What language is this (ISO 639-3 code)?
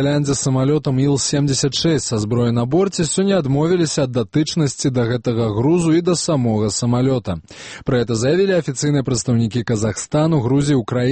bel